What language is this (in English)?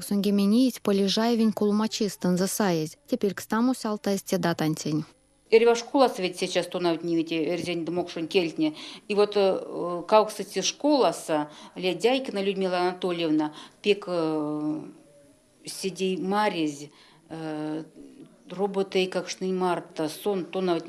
Erzya